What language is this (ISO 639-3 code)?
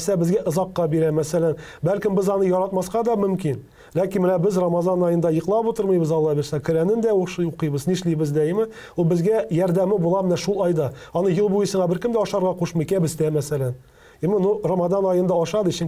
tat